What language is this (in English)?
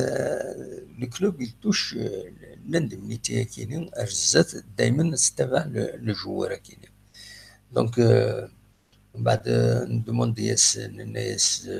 Kabyle